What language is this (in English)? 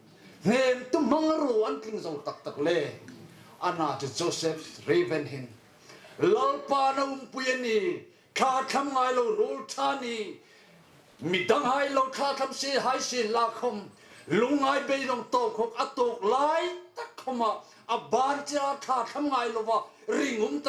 Hmar